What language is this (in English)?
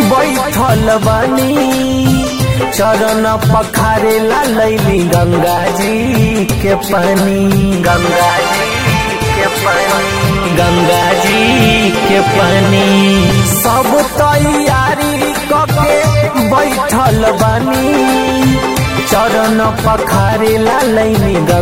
Bhojpuri